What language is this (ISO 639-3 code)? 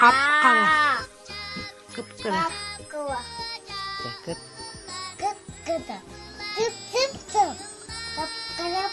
sah